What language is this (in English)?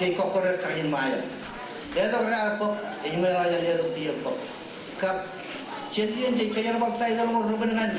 Marshallese